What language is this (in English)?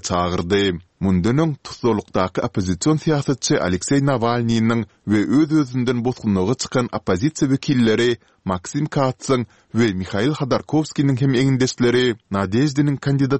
Turkmen